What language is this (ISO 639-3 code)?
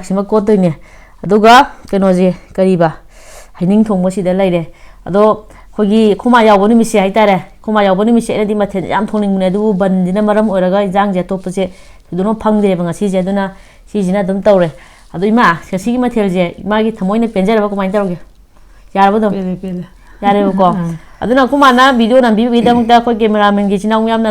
mni